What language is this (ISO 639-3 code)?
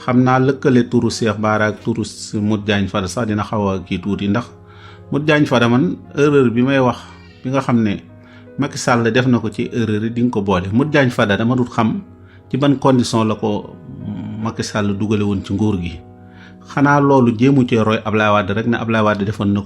wol